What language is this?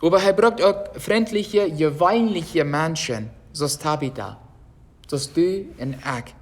Plautdietsch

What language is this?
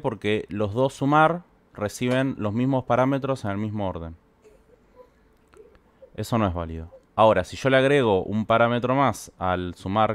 Spanish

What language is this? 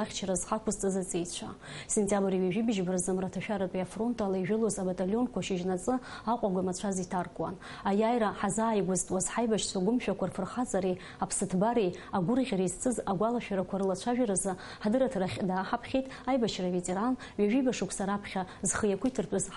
Abkhazian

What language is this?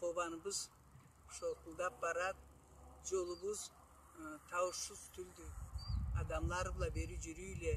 Karachay-Balkar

